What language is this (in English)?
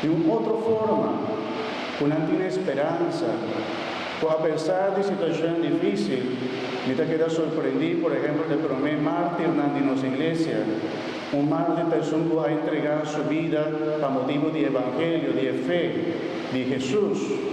Papiamento